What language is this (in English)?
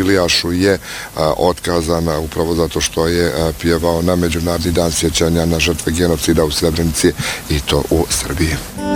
Bosnian